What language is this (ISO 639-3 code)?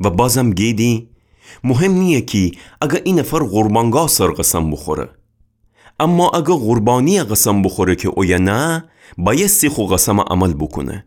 glk